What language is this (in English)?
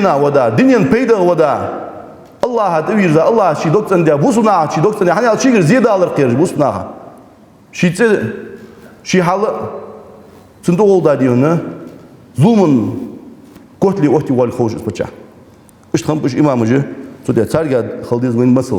Ingush